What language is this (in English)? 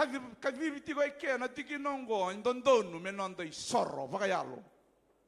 Fijian